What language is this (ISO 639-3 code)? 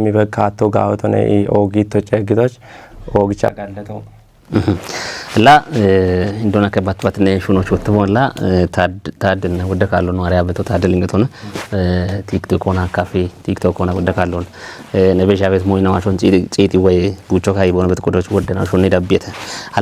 kbr